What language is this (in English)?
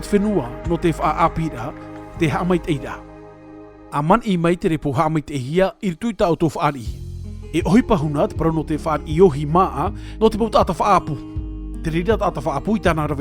Tahitian